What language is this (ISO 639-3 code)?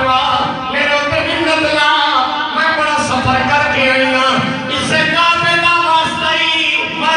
skr